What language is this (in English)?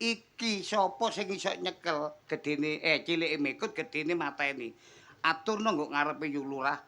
Javanese